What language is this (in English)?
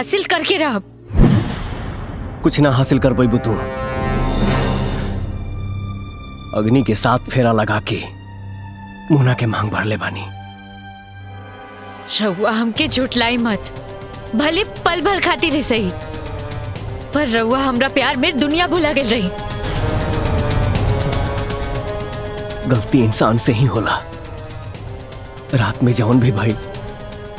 Bhojpuri